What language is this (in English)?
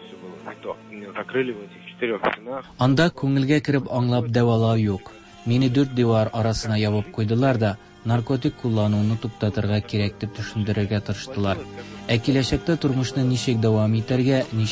Tatar